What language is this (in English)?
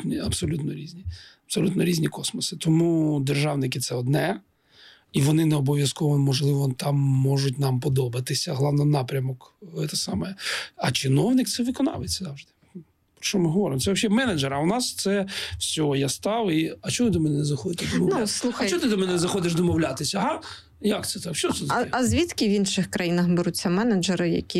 Ukrainian